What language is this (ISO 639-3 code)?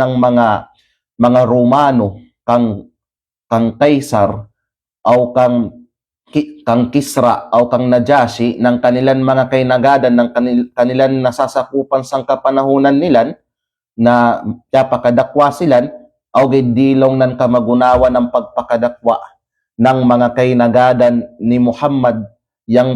kqe